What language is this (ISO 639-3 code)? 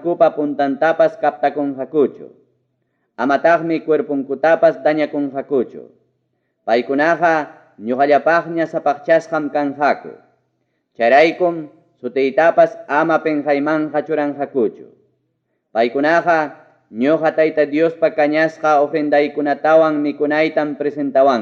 quy